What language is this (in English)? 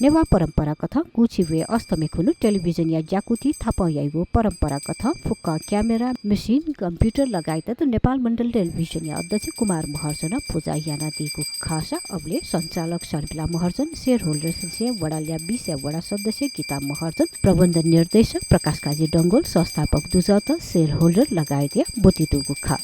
Newari